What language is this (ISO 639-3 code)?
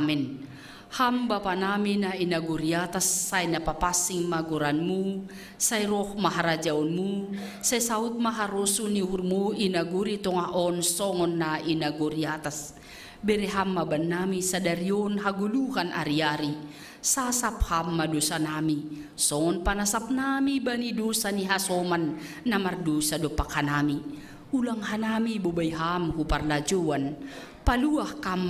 bts